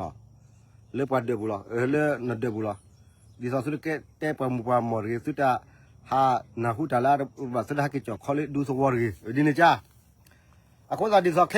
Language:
S'gaw Karen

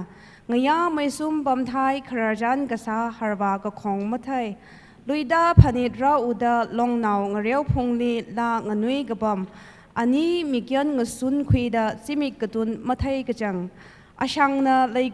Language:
Tangkhul Naga (India)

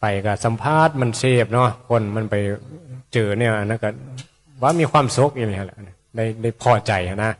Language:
Northeastern Thai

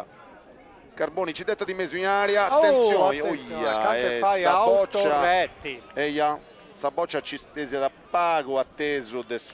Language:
Sardinian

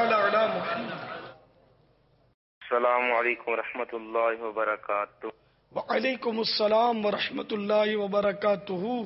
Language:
Urdu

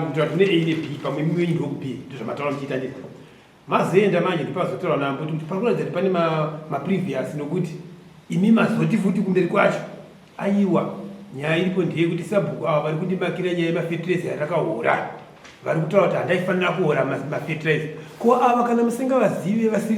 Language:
Shona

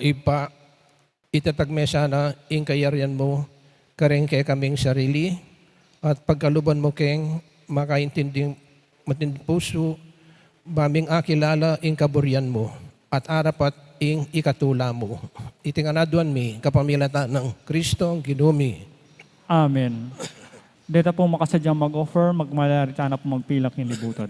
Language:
Pampanga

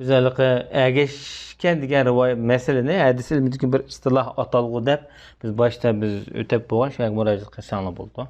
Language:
Uyghur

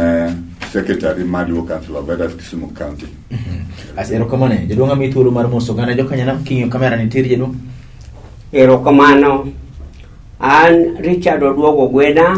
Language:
Luo (Kenya and Tanzania)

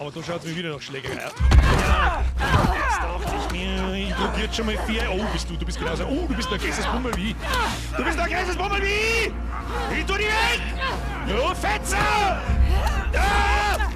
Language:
Bavarian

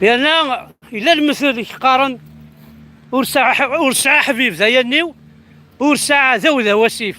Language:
Kabyle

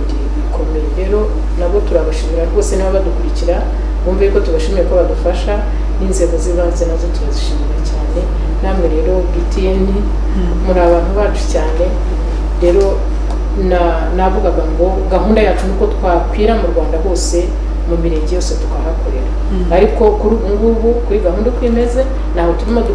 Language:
Kinyarwanda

